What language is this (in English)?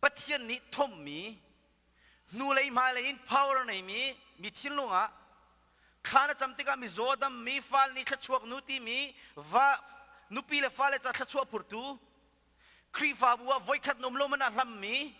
Hakha Chin